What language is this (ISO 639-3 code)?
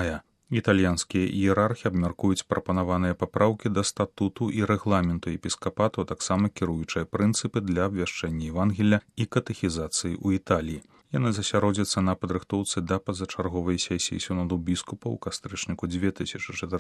bel